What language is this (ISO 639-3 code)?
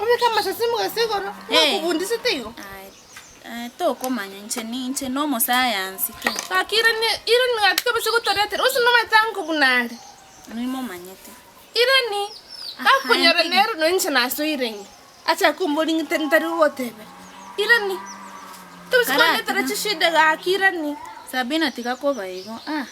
guz